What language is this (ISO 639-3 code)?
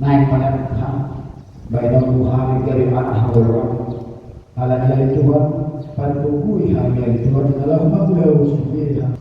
bbc